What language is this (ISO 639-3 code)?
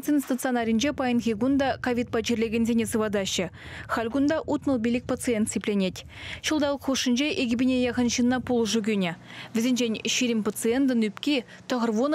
chv